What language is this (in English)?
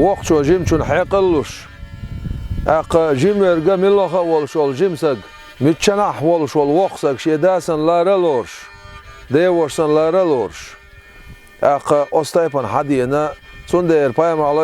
Chechen